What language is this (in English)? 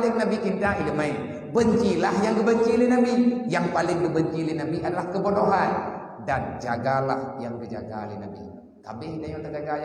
Achinese